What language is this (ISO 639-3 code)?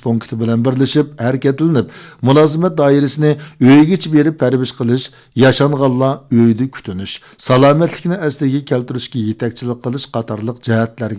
uig